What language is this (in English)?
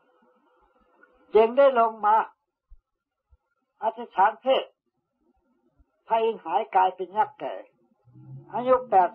Thai